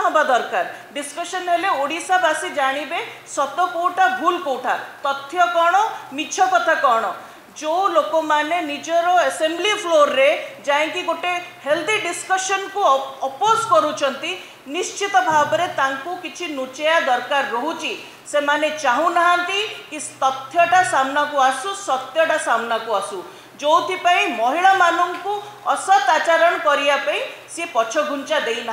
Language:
Odia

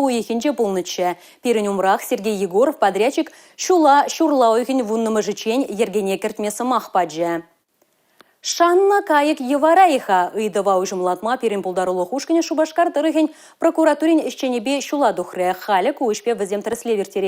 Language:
Chuvash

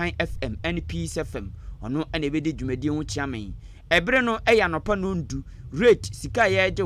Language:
Akan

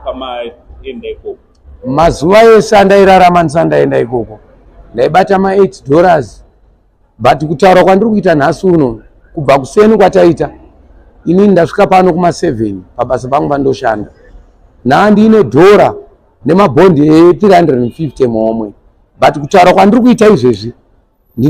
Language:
Shona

